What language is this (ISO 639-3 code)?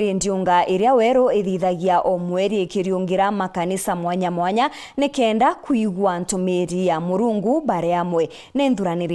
mer